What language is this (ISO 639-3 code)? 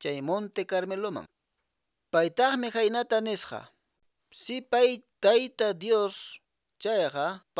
que